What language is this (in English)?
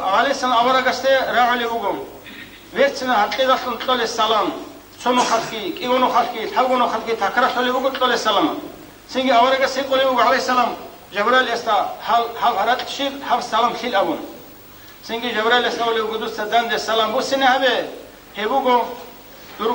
Avaric